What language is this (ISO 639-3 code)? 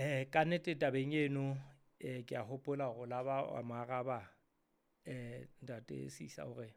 sot